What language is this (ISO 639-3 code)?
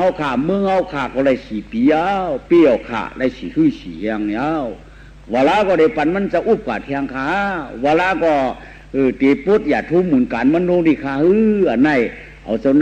shn